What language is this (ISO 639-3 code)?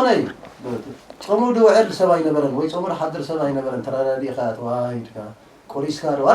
tir